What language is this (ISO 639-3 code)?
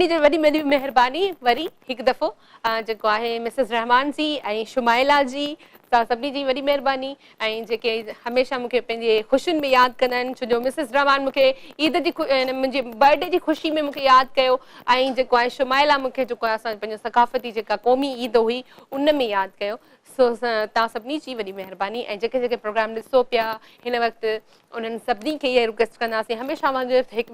snd